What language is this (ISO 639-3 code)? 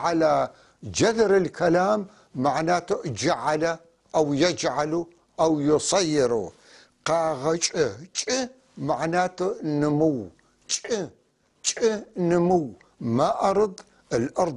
apc